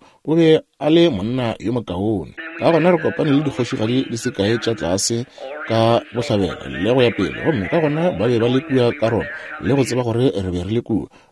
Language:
Northern Sotho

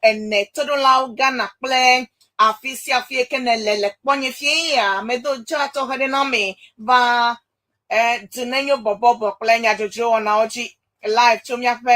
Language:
Ewe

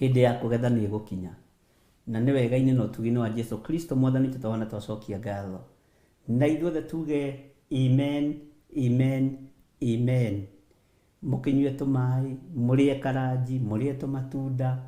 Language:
Kikuyu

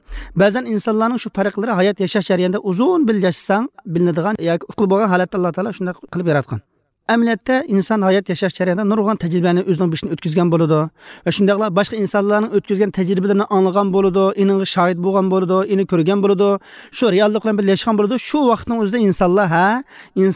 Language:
Uyghur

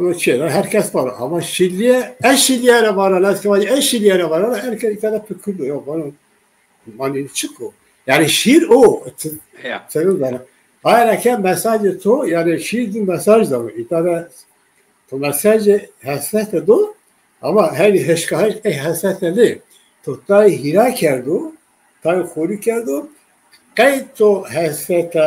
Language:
Zaza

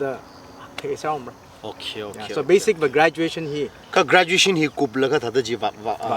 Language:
Tangkhul Naga (India)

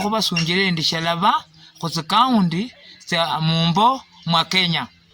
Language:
Luyia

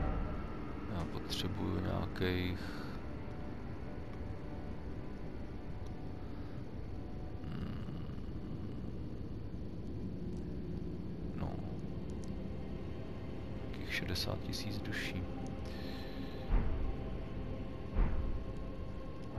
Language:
Czech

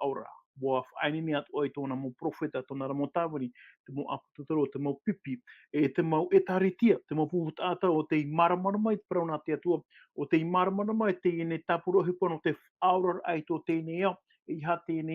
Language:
Tahitian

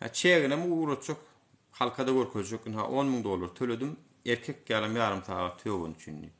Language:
Turkmen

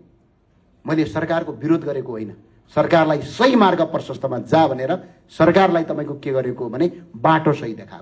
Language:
Nepali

